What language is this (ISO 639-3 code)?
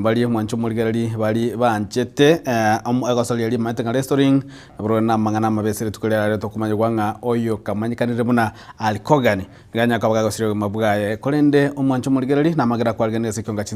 guz